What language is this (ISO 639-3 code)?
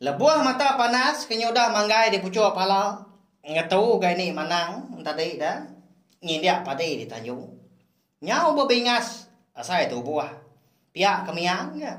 iba